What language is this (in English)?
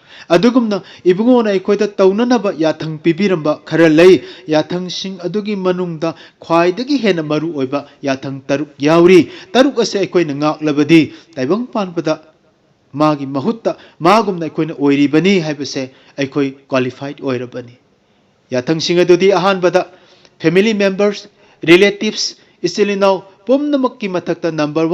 Manipuri